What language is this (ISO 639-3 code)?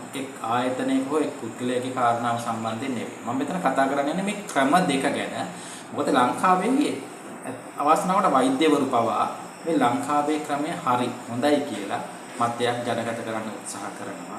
sin